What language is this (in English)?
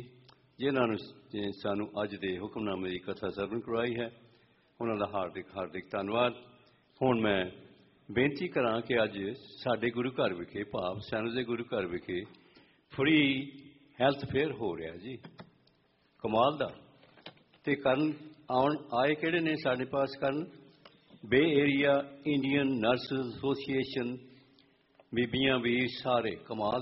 Punjabi